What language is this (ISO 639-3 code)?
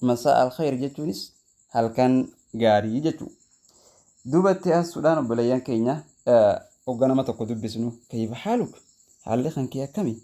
orm